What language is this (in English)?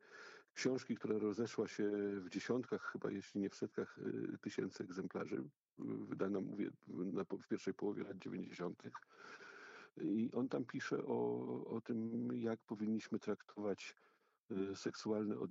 Polish